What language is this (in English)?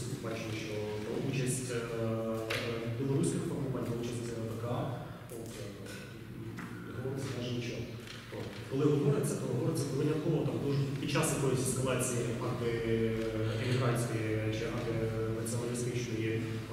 Ukrainian